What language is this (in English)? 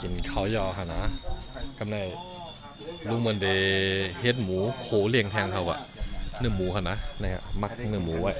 Shan